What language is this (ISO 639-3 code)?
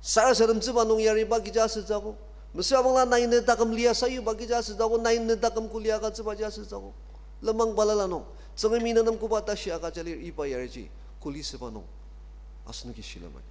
njo